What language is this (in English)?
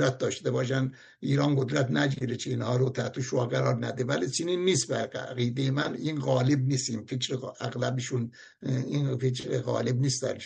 Persian